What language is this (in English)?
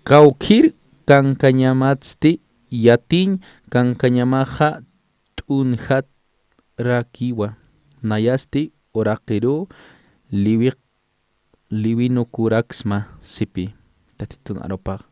Aymara